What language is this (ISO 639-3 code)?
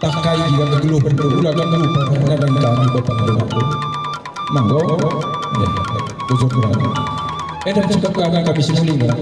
btx